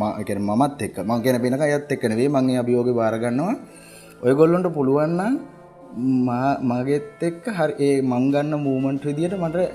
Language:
Sinhala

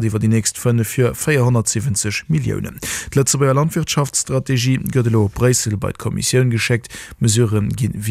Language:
Luxembourgish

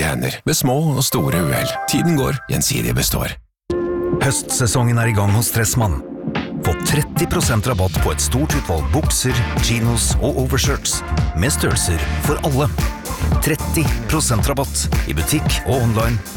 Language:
Norwegian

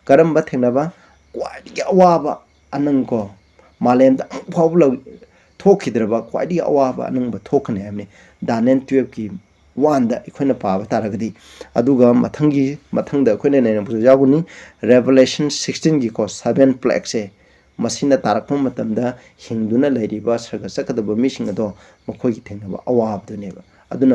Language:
Manipuri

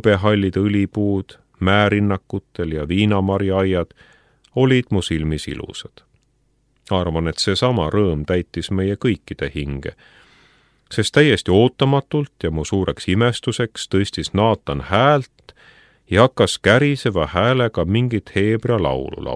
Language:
Estonian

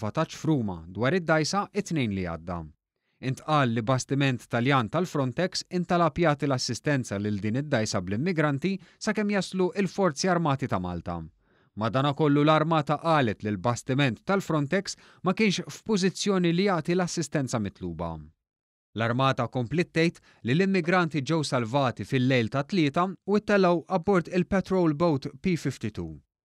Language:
Maltese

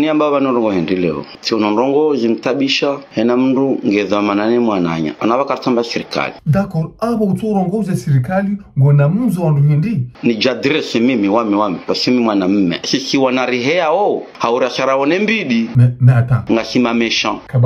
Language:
Ngazidja Comorian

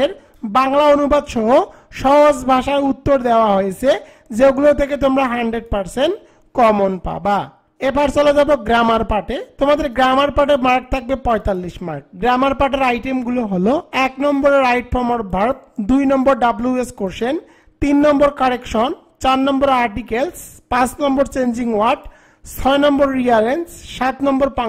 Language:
Bangla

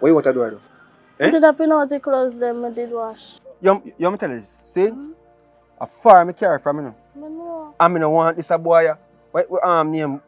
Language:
Jamaican Creole English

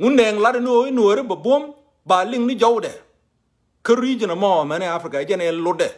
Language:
Nuer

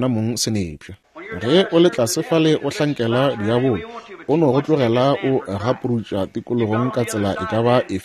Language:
Northern Sotho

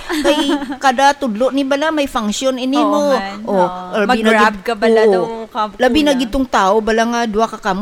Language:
Hiligaynon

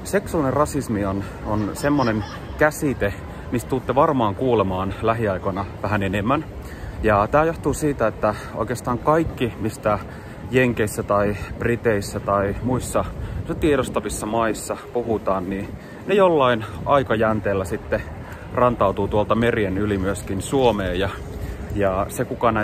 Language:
Finnish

